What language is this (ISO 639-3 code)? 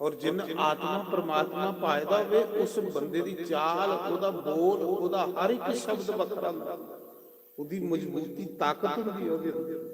doi